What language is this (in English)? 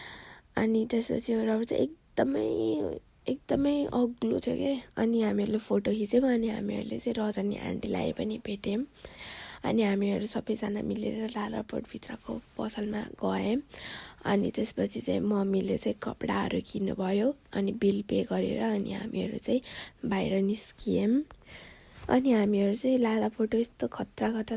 Nepali